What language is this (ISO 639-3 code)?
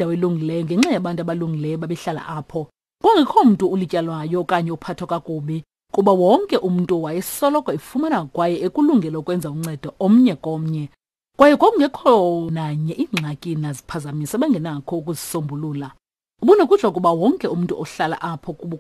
xho